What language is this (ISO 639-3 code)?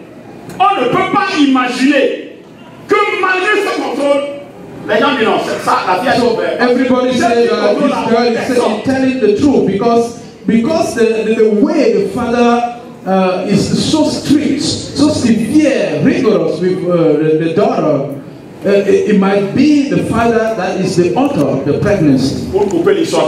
fra